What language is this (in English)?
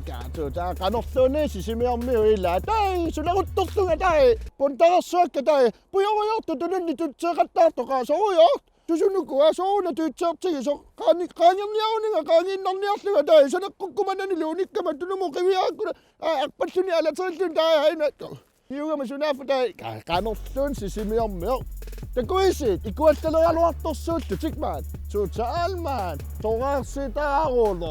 Kalaallisut